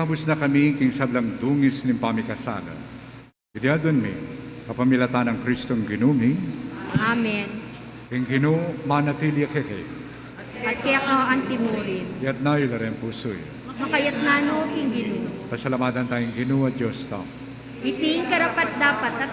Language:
Pampanga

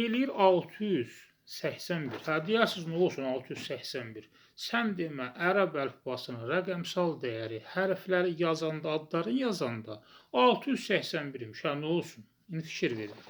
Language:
Azerbaijani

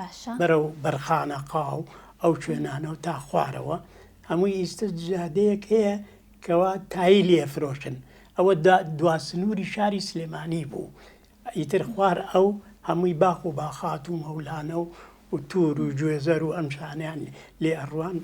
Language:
Central Kurdish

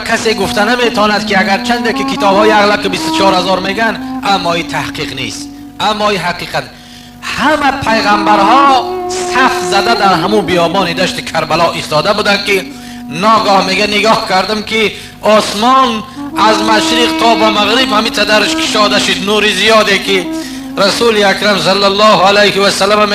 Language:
Tajik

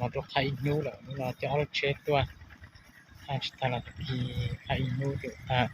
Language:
Hmong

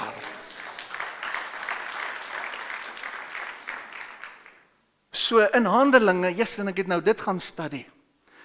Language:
Afrikaans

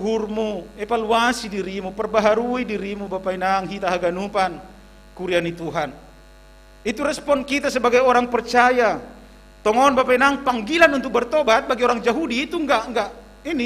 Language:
Batak Simalungun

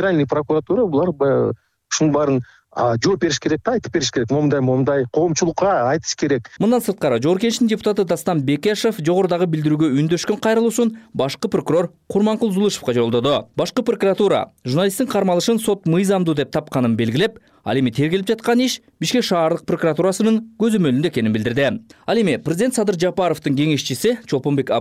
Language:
Kyrgyz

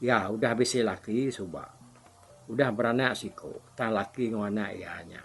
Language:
Iban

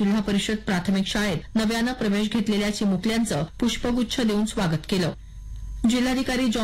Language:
Marathi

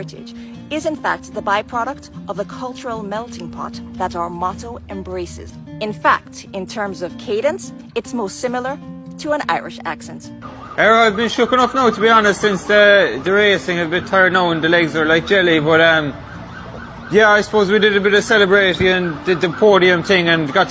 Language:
Jamaican Creole English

